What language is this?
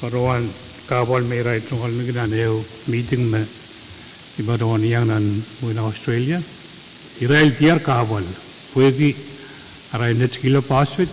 Pohnpeian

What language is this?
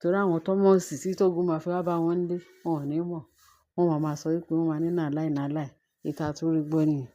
Yoruba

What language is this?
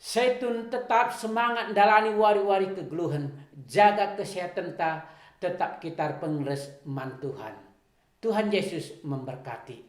Batak Karo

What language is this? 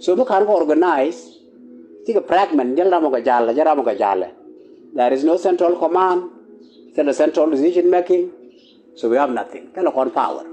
Nuer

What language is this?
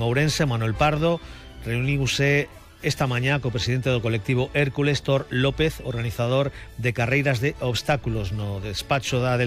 Galician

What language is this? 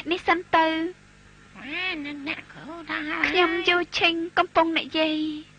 Khmer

